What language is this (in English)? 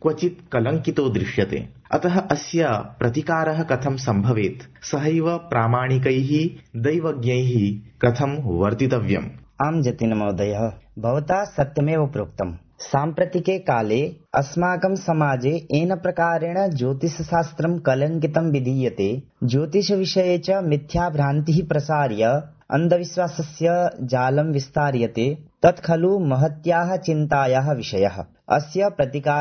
Sanskrit